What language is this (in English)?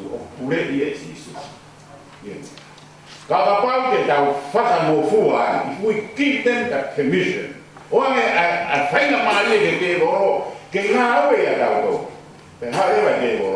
Tongan